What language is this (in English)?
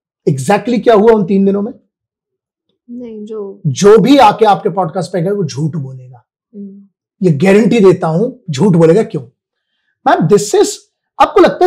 Hindi